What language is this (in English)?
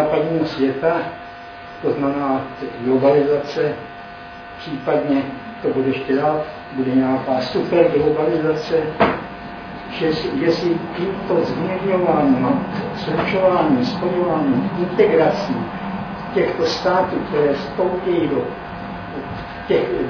Czech